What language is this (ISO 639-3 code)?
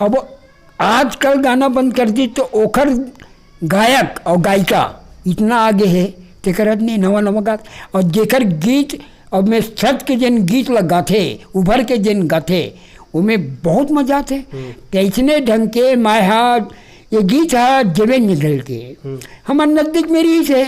hne